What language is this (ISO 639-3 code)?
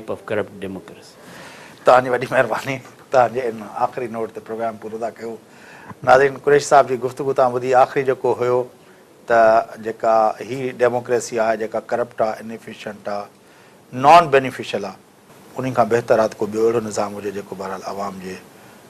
snd